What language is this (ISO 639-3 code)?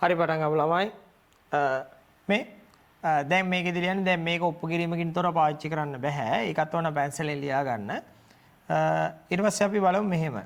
sin